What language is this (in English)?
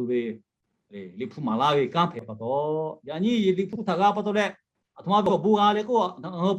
Lahu